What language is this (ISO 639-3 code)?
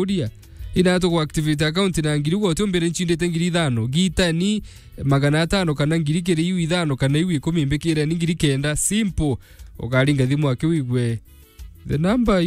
mer